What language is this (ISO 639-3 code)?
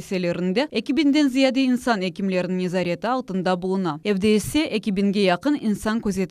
crh